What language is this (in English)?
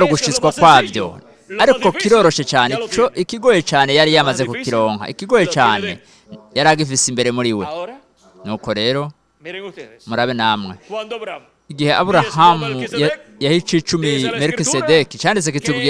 Rundi